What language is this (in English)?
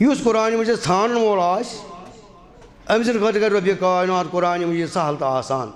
Kashmiri